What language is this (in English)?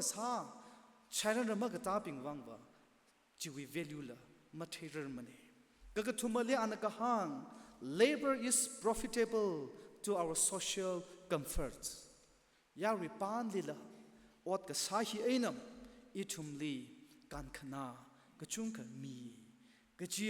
Tangkhul Naga (India)